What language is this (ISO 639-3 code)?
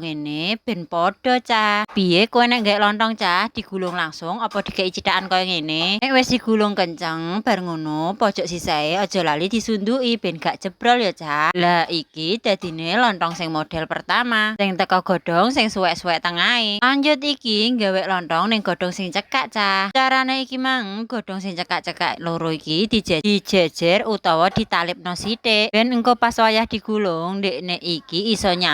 jav